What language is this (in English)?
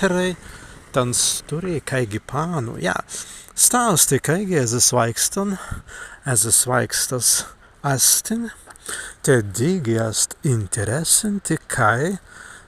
Prussian